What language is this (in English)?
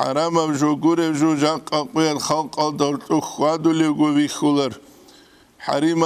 Avaric